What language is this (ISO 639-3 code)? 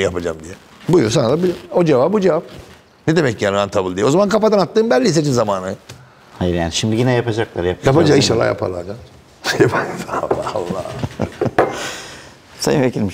tur